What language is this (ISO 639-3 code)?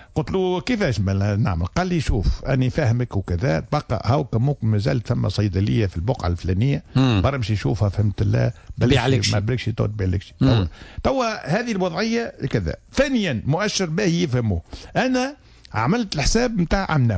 aeb